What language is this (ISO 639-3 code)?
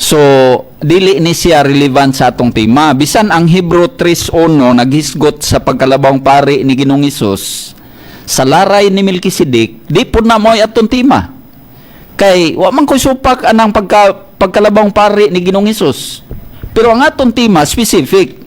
ceb